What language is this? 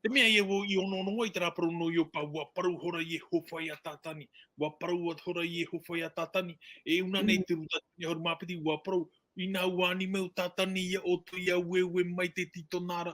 Tahitian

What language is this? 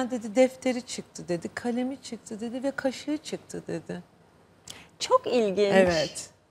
Turkish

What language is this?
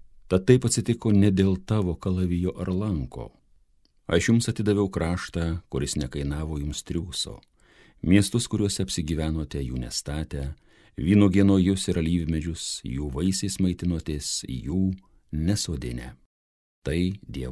Lithuanian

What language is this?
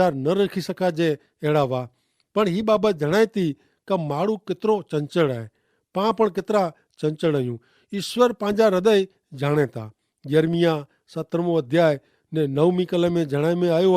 Kachhi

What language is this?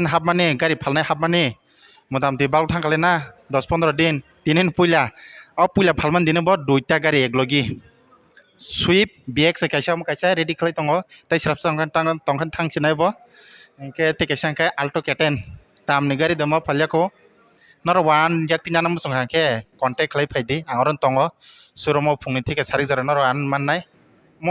Kok Borok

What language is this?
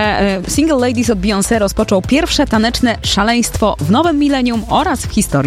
Polish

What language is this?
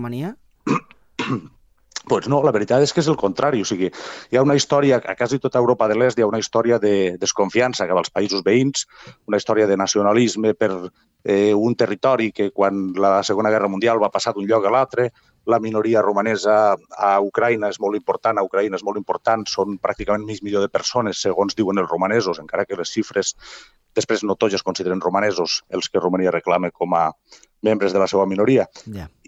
Catalan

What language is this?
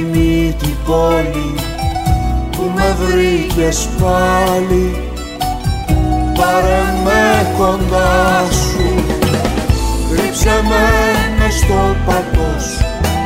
Greek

